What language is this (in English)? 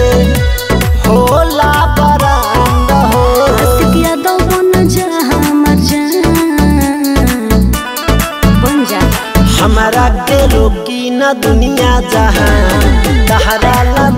Bhojpuri